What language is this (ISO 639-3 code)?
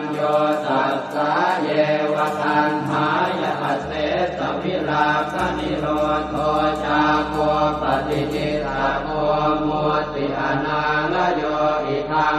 pli